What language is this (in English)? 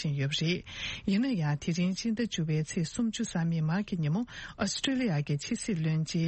Tibetan